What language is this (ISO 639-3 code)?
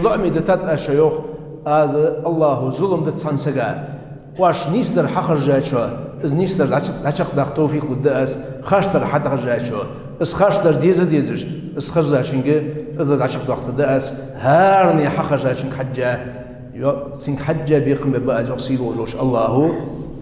inh